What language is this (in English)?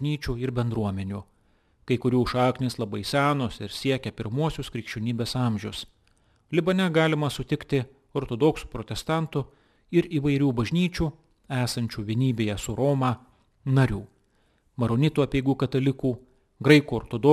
Lithuanian